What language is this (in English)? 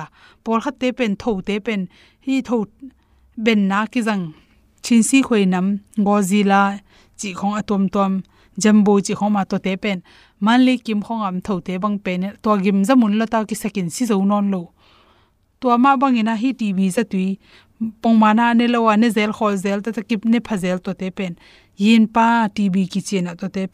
Tedim Chin